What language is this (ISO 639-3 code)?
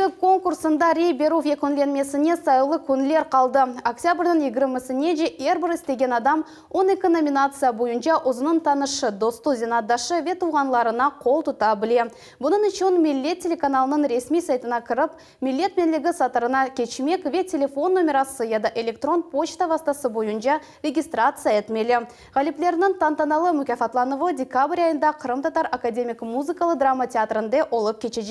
crh